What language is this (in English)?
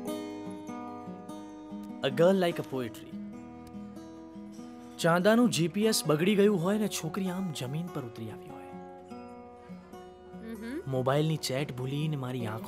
Gujarati